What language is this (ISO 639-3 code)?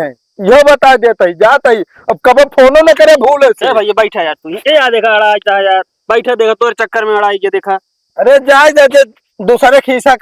awa